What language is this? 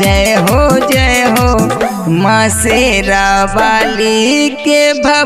Bhojpuri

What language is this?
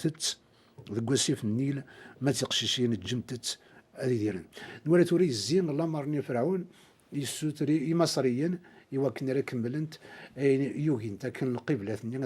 Kabyle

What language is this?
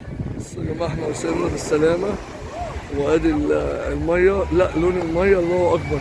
Egyptian Arabic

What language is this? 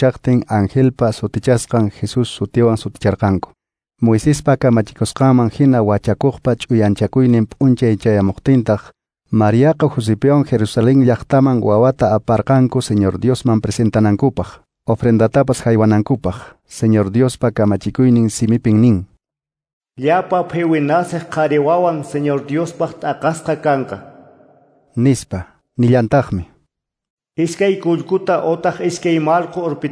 Quechua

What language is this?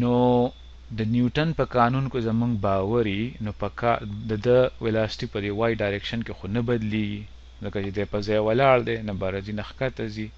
Pashto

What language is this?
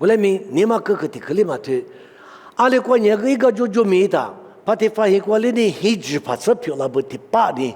Lisu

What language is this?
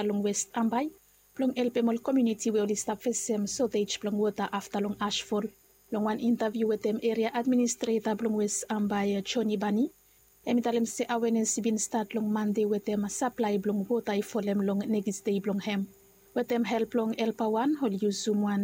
Bislama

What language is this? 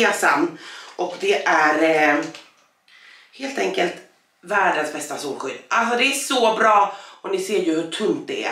Swedish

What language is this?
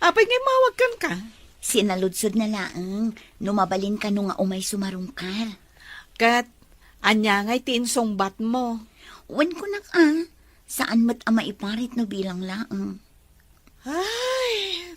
Iloko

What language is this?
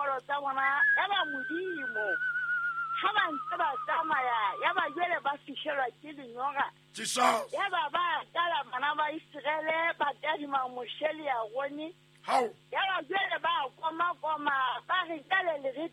Southern Sotho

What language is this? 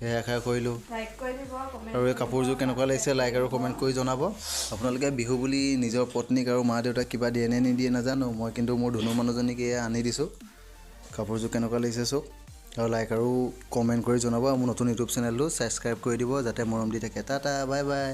Assamese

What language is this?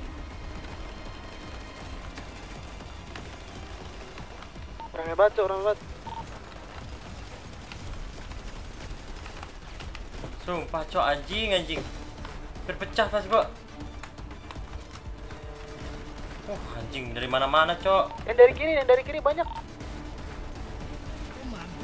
Indonesian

